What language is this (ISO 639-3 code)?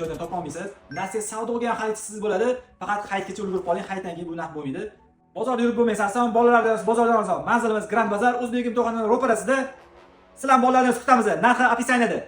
uzb